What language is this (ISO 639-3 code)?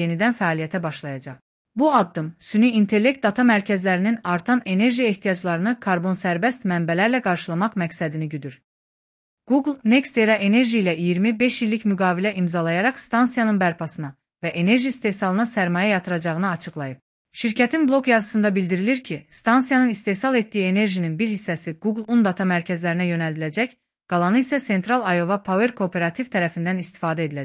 aze